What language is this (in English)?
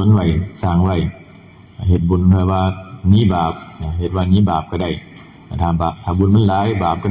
Northeastern Thai